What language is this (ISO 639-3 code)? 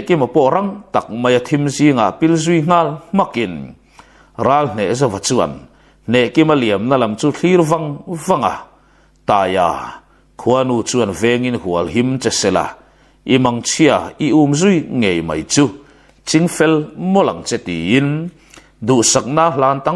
lus